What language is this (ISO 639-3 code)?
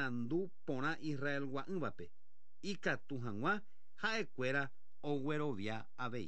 grn